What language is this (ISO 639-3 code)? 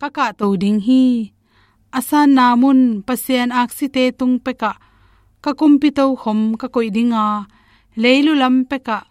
ctd